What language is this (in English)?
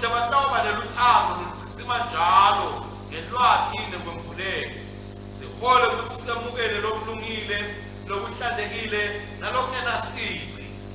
Swati